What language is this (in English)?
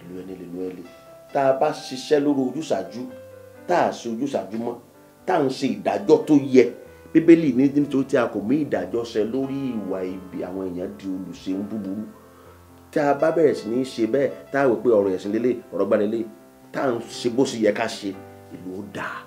Yoruba